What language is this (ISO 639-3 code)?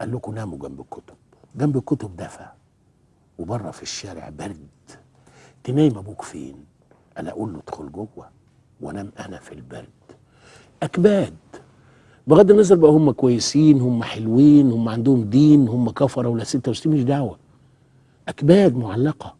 arz